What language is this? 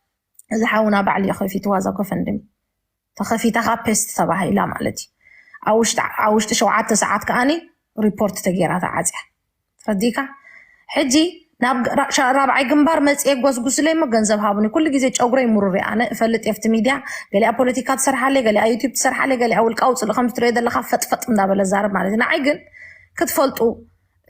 Tigrinya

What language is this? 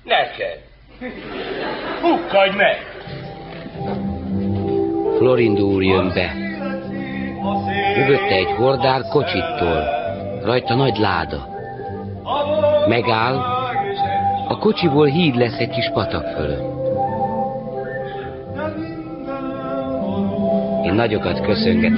Hungarian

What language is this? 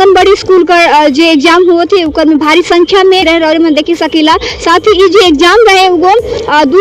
Sadri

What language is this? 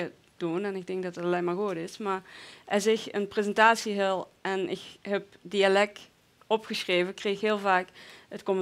Limburgish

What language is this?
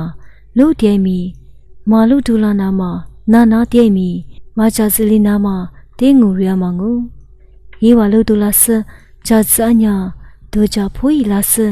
Lisu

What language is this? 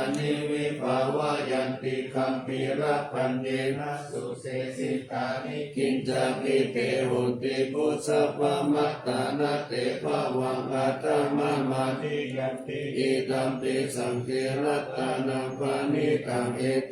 Pali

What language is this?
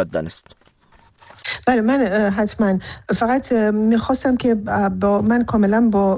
Persian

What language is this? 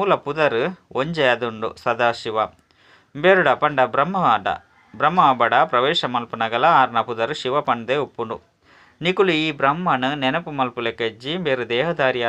Tulu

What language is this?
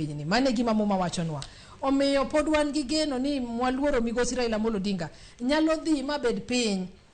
Luo (Kenya and Tanzania)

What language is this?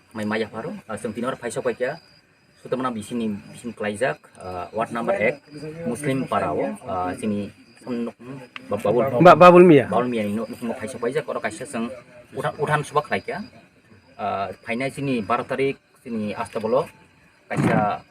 Kok Borok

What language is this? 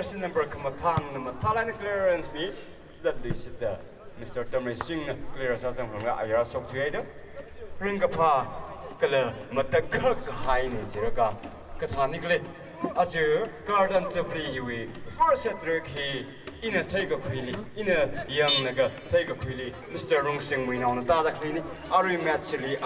Tangkhul Naga (India)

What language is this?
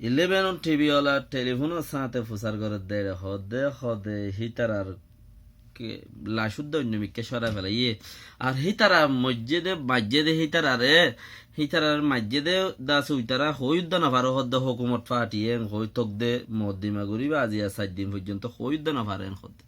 Rohingya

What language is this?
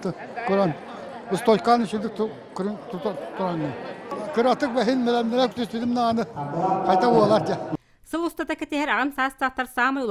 Yakut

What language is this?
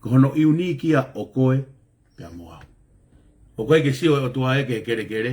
Tongan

